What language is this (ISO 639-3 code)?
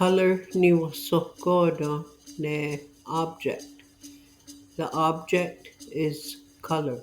moh